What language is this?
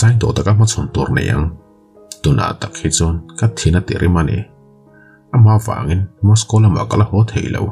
Mizo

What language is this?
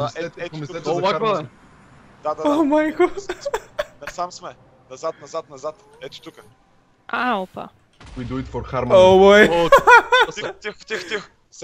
Bulgarian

